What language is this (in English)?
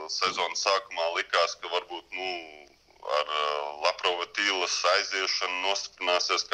Latvian